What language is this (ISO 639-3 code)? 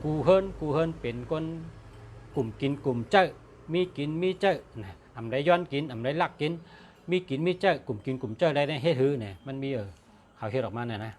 shn